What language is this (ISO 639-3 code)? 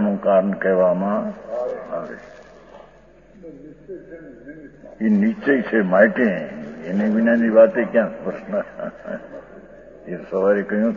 guj